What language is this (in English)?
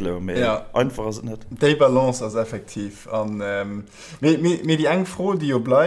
Luxembourgish